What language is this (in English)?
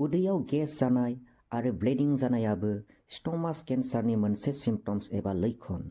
Bodo